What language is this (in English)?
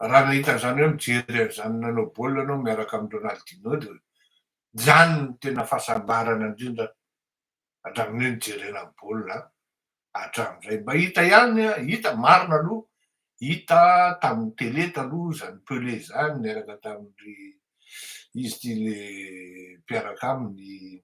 Malagasy